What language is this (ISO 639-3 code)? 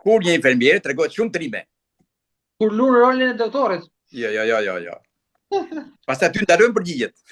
sqi